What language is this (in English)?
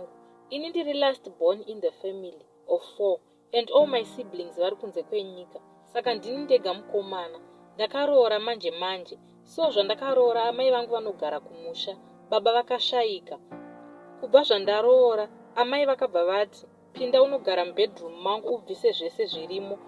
Shona